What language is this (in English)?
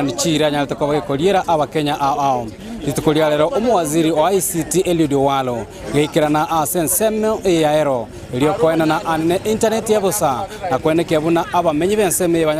Gusii